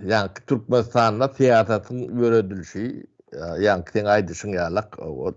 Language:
Turkmen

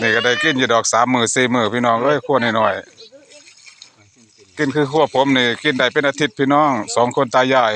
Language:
Northeastern Thai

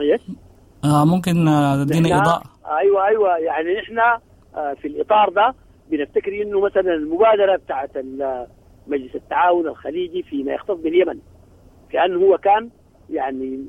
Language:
Sudanese Arabic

